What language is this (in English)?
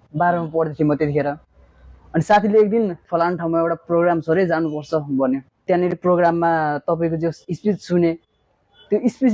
Nepali